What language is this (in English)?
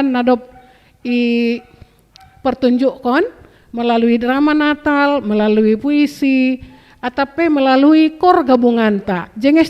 Batak Simalungun